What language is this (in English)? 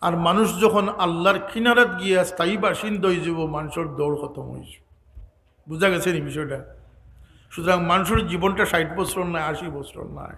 Sylheti